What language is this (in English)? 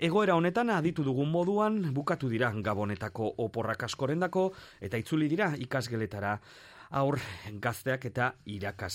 Basque